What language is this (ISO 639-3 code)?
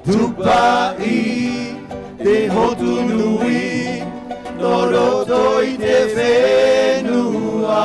tah